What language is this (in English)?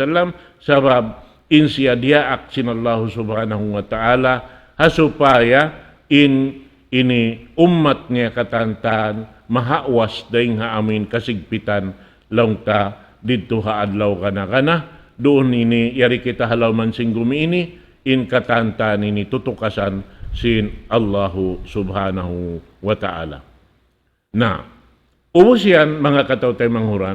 Tausug